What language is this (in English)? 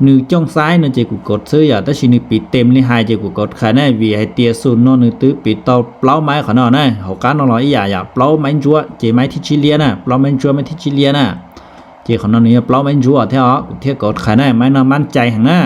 Hmong